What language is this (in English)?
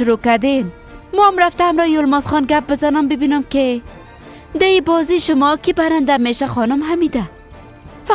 Persian